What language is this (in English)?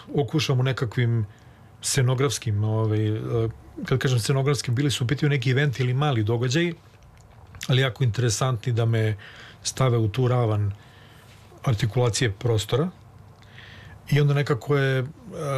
Serbian